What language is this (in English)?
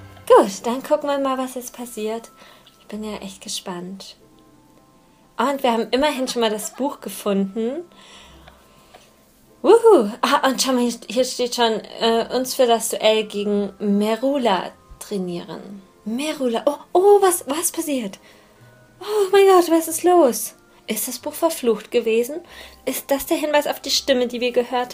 German